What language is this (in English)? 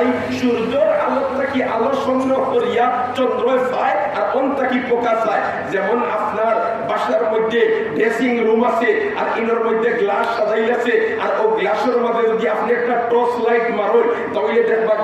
Sylheti